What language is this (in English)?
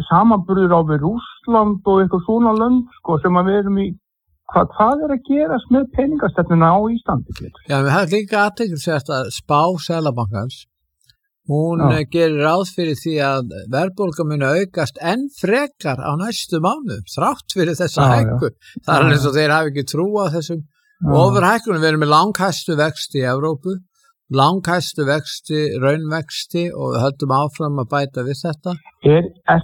Icelandic